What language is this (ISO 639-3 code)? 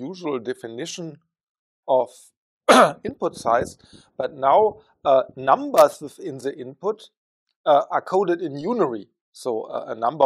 eng